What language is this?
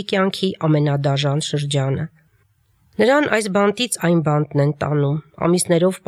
Armenian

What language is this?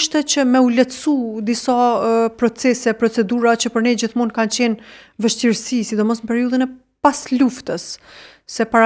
Albanian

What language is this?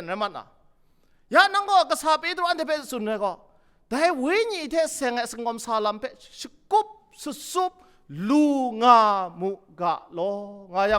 Kachin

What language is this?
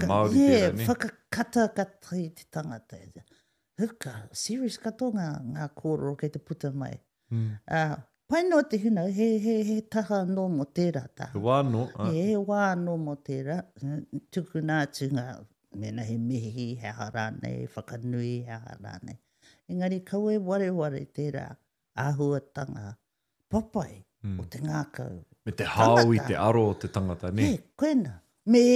Māori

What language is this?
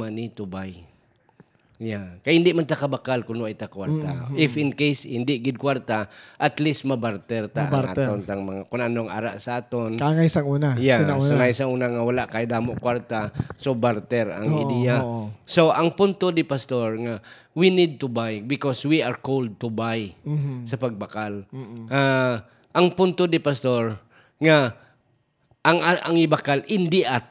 Hiligaynon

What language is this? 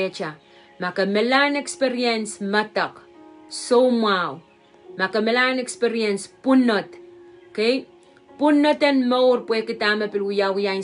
Pohnpeian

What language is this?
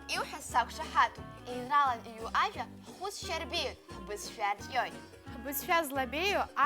Abkhazian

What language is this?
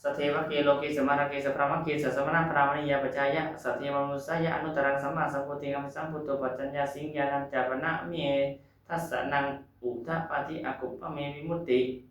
Pali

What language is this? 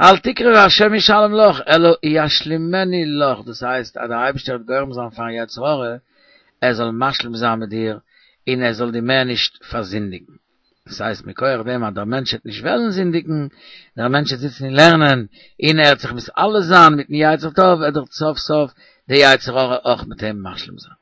Yiddish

